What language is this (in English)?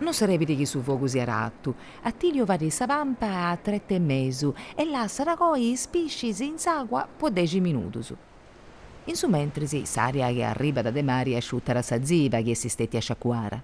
Sardinian